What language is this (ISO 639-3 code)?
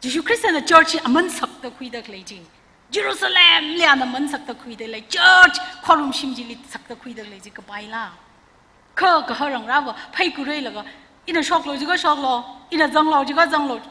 nmf